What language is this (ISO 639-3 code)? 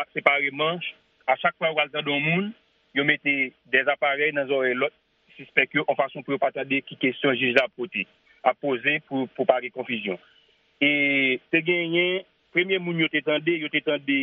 hat